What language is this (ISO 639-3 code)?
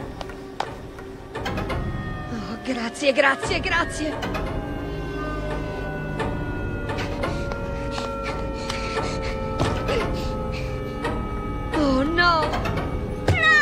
ita